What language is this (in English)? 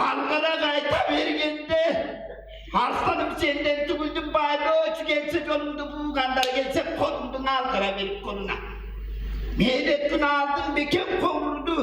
Tuvinian